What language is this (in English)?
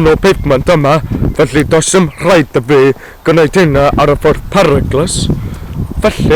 Welsh